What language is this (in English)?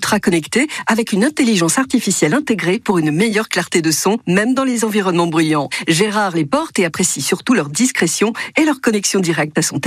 French